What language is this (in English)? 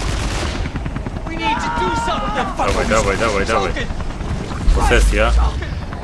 Polish